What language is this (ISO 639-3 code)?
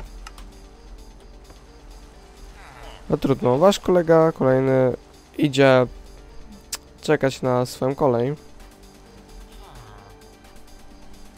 pol